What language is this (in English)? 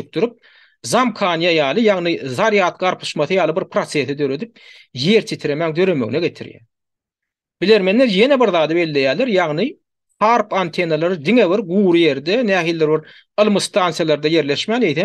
Turkmen